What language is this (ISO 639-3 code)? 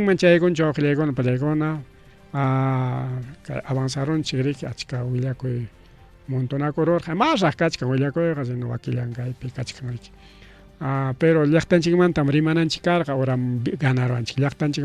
quy